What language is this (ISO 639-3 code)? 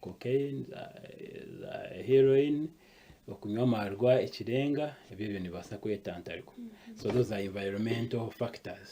nyn